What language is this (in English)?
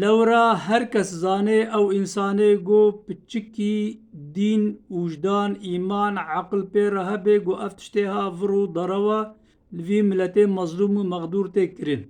Kurdish